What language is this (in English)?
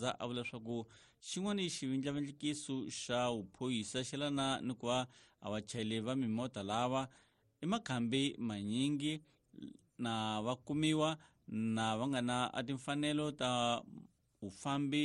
Tsonga